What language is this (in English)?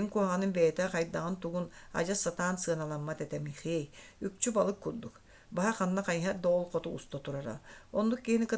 Yakut